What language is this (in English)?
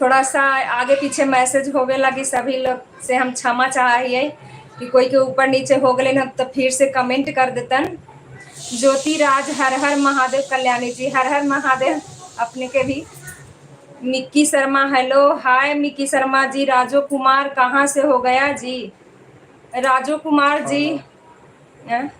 Magahi